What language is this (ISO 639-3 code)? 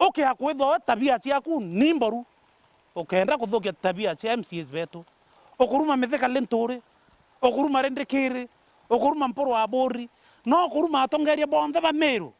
mer